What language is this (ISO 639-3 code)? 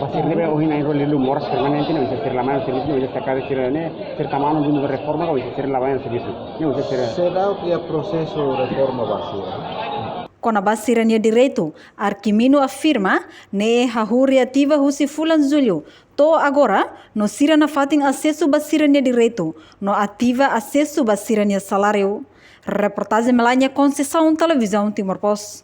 tet